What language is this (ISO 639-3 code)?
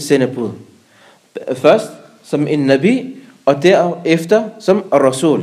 dan